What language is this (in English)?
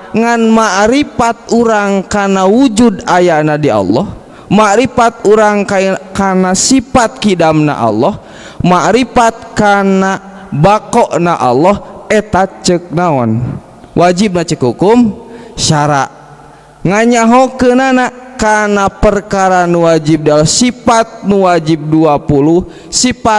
Sundanese